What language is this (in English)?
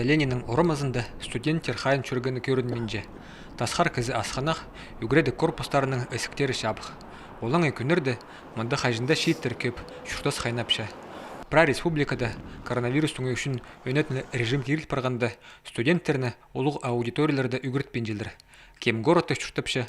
Khakas